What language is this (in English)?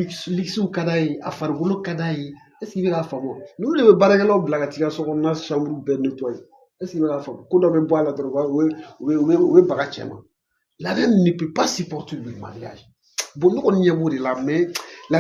Bambara